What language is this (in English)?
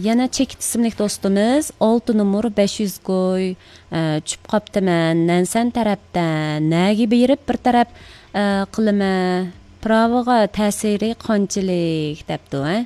Uyghur